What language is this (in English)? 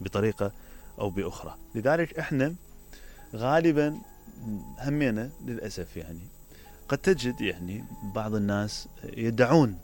Mesopotamian Arabic